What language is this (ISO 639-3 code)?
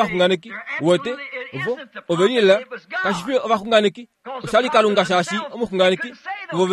kua